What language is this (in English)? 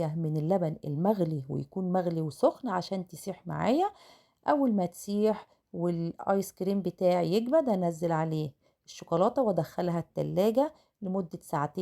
Egyptian Arabic